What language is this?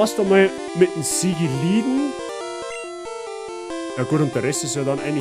Bavarian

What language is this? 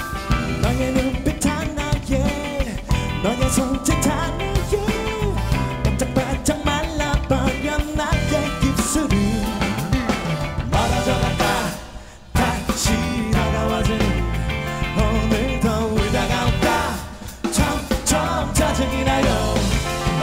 Korean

